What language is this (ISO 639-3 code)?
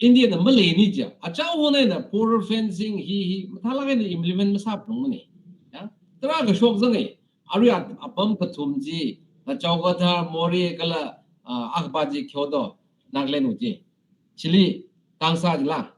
nmf